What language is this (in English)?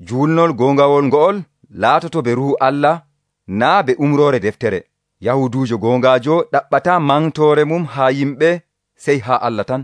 Nigerian Fulfulde